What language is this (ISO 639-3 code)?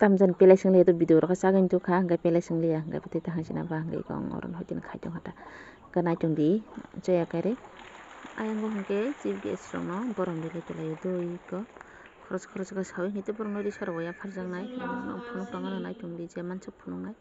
trp